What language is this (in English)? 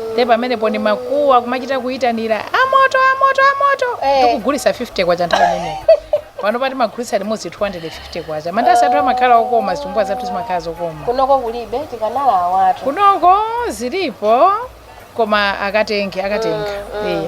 Nyanja